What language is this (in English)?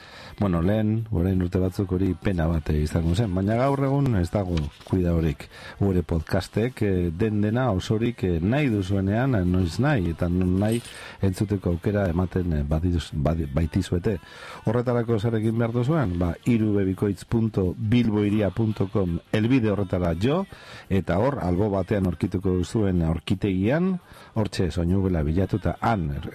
Basque